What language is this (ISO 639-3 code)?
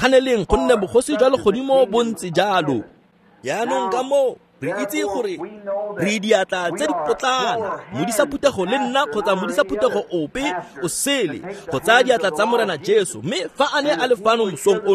tsn